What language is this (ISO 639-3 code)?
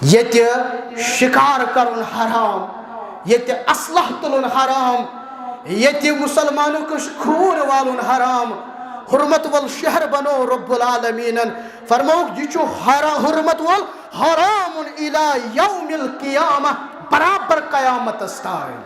kas